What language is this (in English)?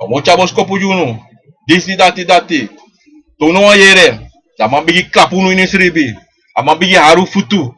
Sranan Tongo